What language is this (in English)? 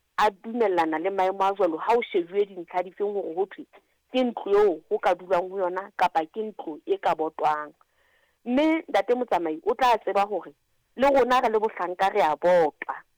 Southern Sotho